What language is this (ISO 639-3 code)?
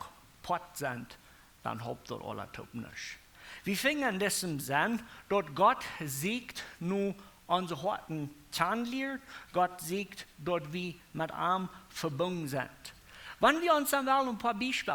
pdt